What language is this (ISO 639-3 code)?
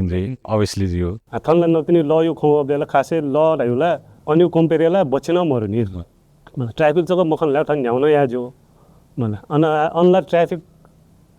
new